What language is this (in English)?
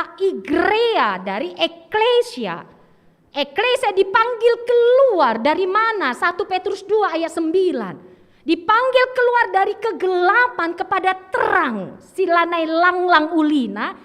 Batak Karo